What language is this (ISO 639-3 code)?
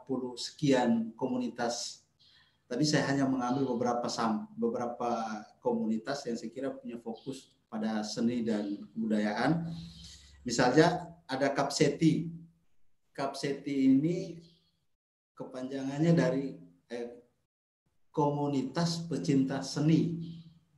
ind